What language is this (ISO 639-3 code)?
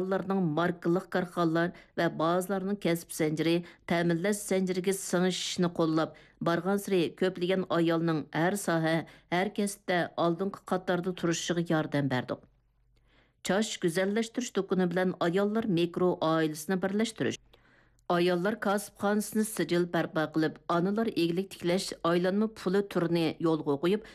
uig